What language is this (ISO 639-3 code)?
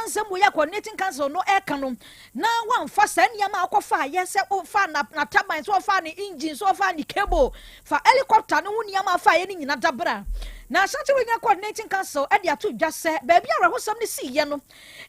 aka